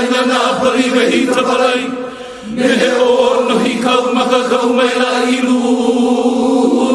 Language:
Hawaiian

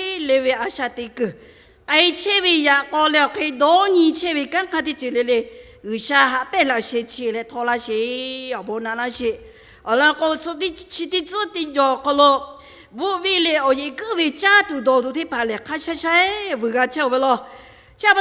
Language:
Lahu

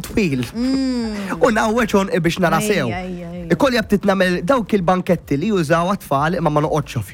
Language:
Maltese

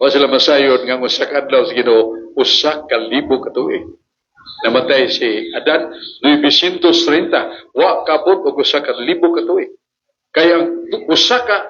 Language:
Cebuano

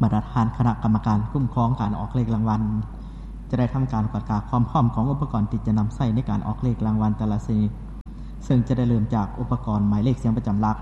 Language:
Lao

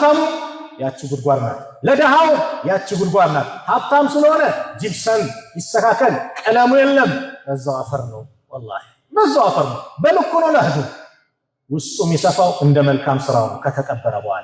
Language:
Amharic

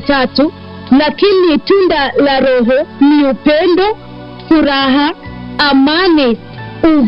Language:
Swahili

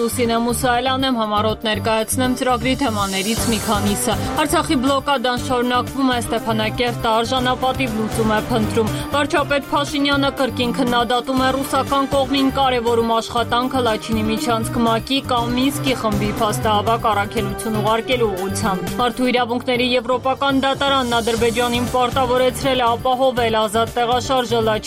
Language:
Armenian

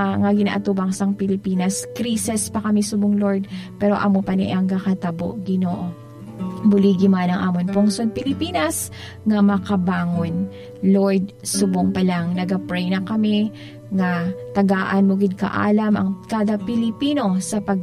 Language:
Hiligaynon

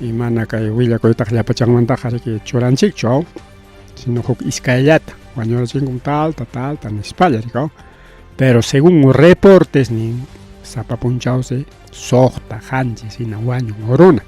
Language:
Ayacucho Quechua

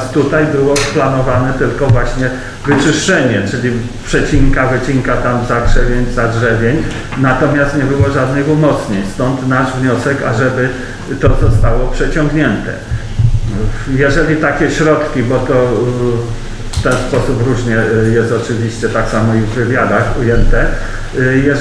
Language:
Polish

